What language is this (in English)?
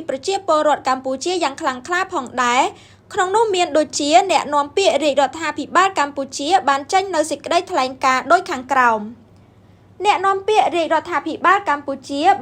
Khmer